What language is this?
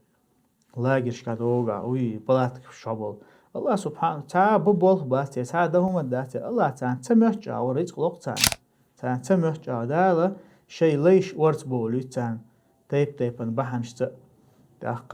Chechen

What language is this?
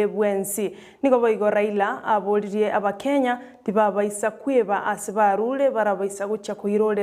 Gusii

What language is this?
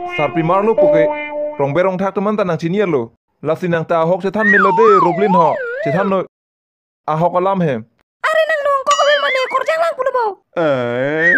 Karbi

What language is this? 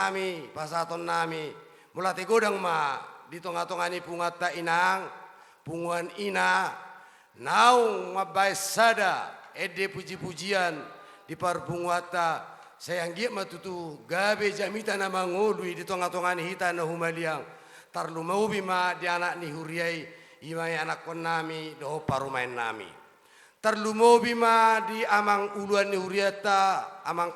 Batak Toba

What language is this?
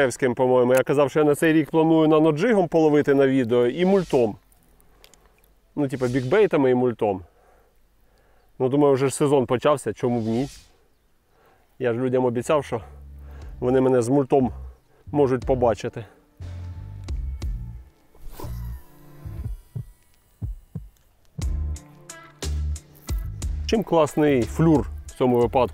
Ukrainian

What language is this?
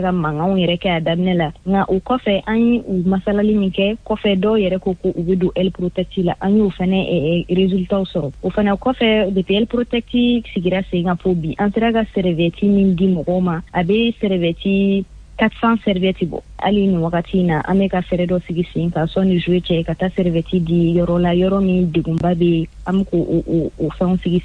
Bambara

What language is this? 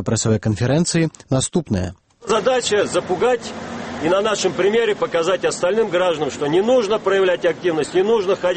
Belarusian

